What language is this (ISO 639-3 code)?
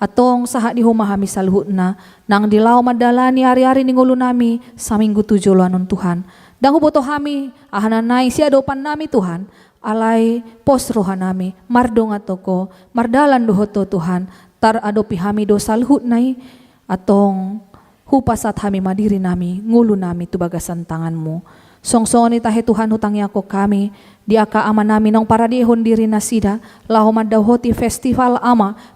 bbc